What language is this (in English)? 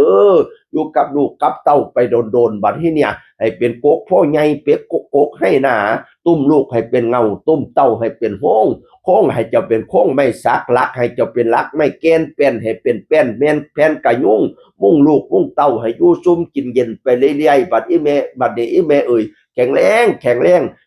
Northeastern Thai